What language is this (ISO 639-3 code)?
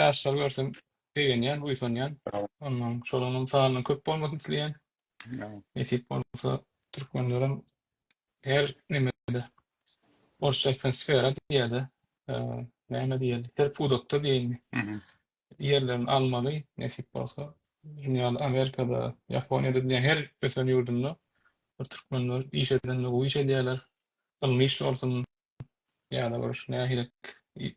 tuk